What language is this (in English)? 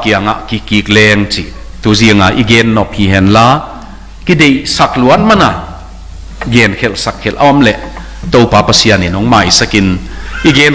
Tedim Chin